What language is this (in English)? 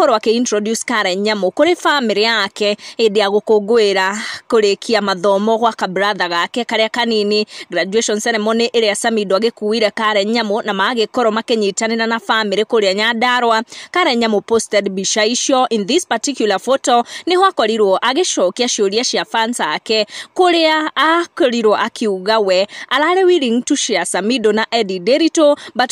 Kikuyu